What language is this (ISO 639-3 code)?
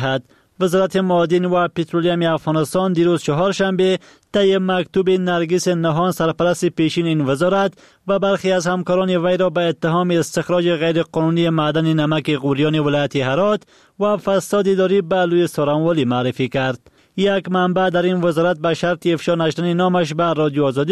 fas